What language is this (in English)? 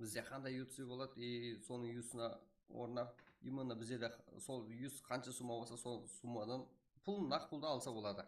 Kara-Kalpak